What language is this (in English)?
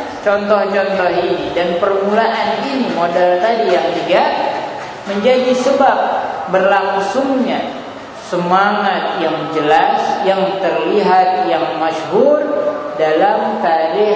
Indonesian